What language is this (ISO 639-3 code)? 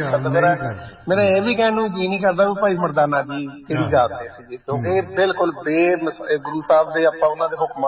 pan